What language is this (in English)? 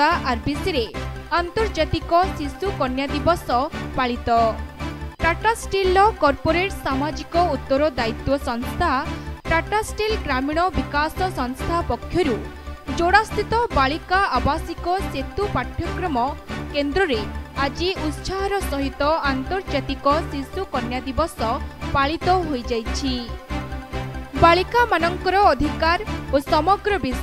Odia